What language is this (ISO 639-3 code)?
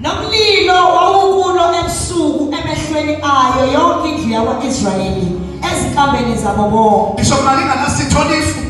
zul